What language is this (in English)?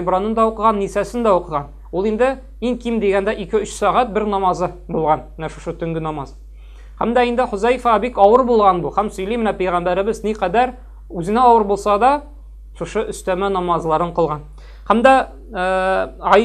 Tatar